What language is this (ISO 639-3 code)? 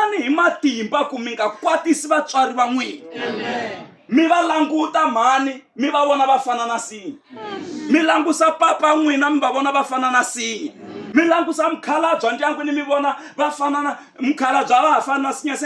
tso